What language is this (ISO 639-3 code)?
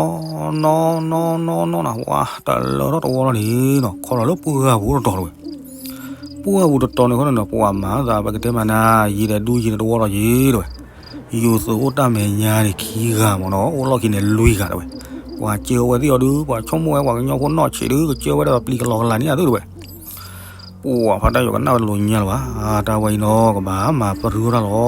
ksw